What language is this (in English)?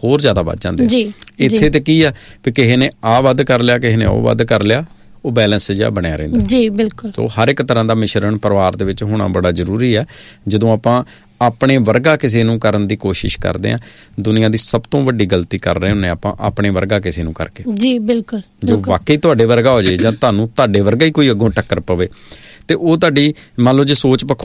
Punjabi